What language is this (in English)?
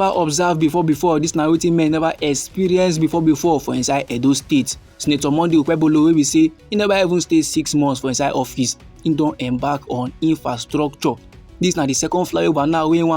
Nigerian Pidgin